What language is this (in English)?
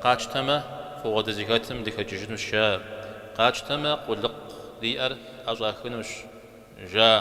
Kabardian